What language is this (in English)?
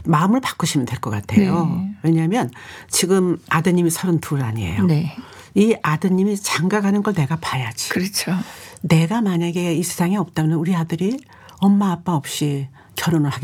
Korean